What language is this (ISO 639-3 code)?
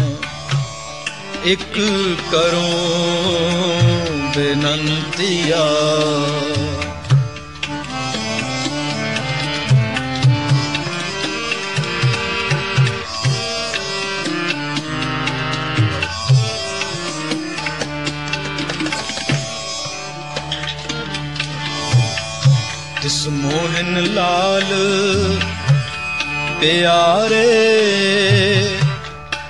pan